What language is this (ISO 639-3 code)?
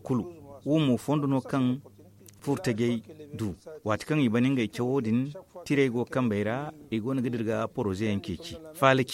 dje